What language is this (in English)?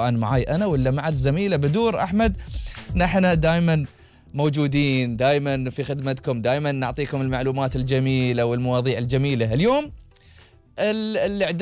Gulf Arabic